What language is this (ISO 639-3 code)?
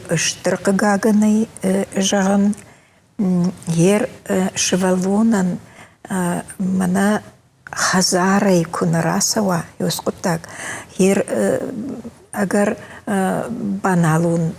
oss